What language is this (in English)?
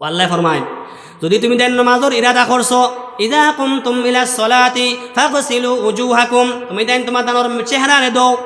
Sylheti